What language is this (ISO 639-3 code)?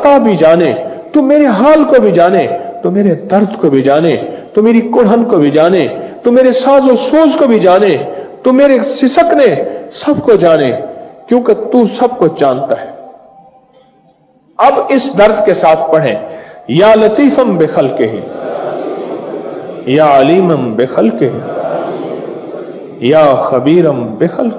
urd